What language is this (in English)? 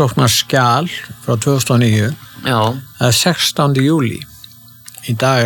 Icelandic